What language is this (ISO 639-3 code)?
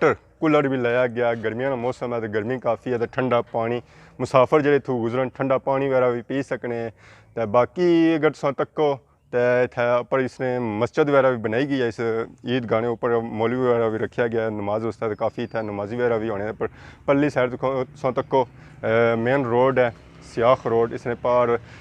phr